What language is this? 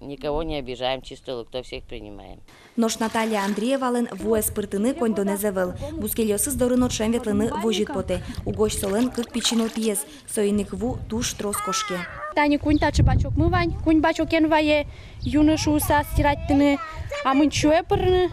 Udmurt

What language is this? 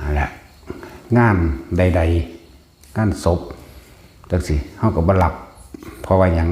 Lao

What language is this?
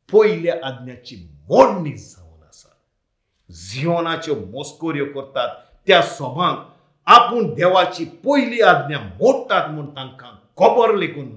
Konkani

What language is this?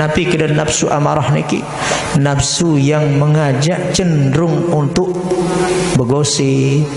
Sasak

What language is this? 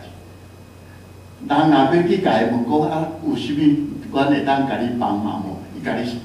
Min Nan Chinese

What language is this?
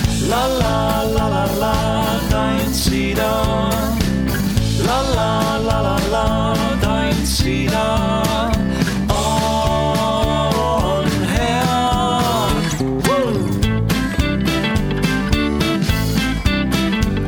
Estonian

